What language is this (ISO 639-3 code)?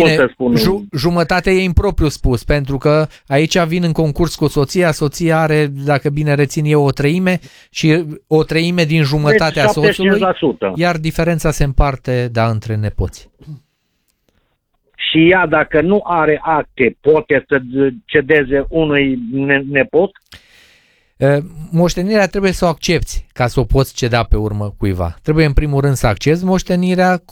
ron